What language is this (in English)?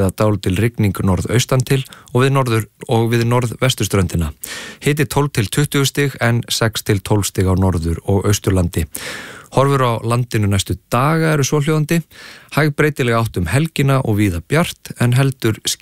Icelandic